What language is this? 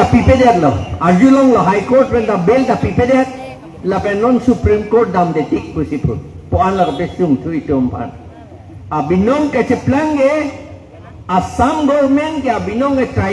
Karbi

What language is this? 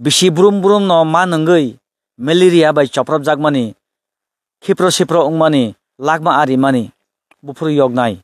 Kok Borok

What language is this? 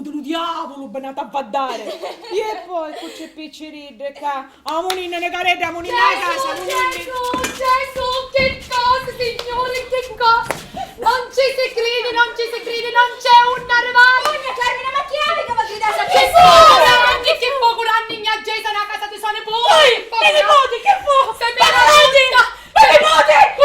Sicilian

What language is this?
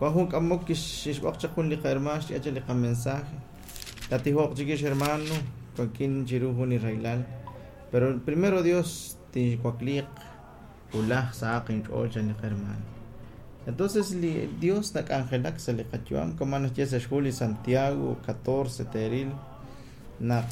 Kekchí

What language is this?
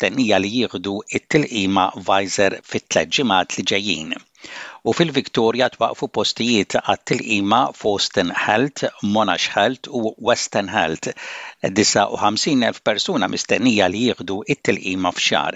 Maltese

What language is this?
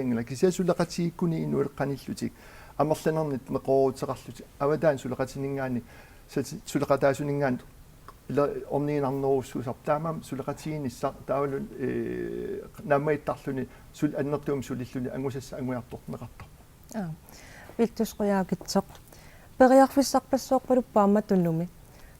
Kalaallisut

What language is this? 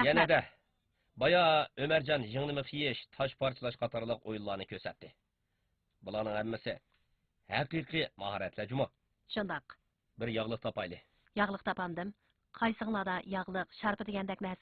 Uyghur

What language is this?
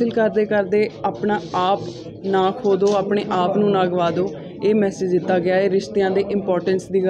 Punjabi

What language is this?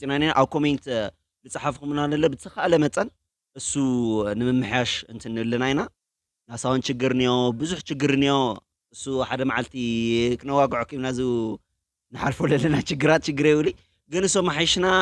Tigrinya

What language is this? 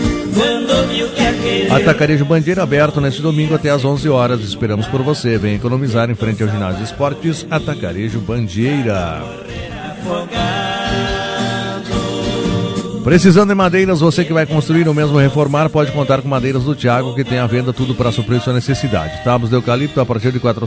Portuguese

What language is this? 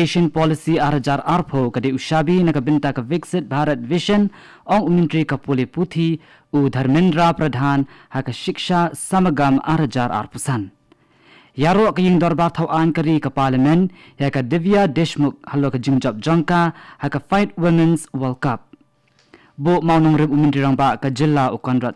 Khasi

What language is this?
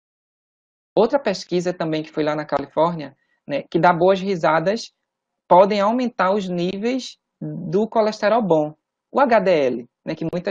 Portuguese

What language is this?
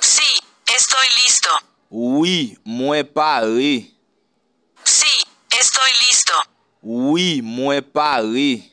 Haitian Creole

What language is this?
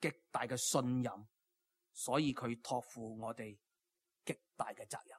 Cantonese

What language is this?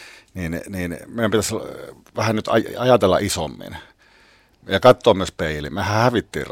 Finnish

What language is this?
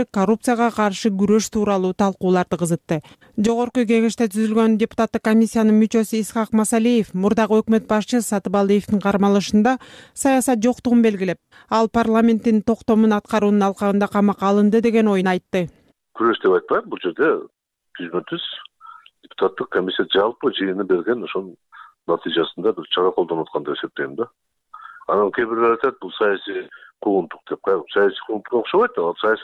Kyrgyz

